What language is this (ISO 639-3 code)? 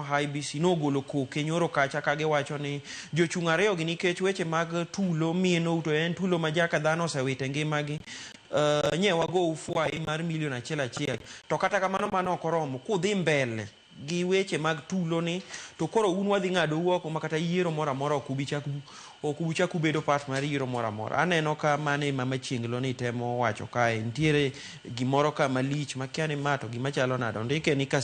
luo